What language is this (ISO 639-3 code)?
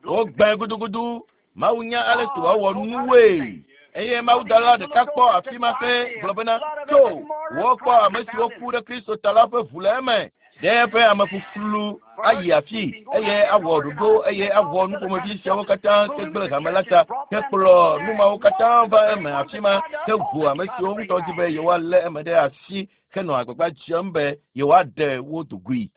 ewe